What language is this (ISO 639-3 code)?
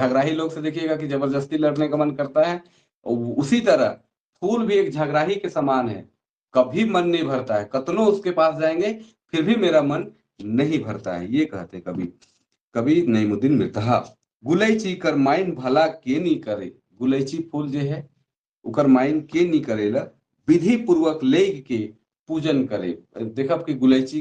sck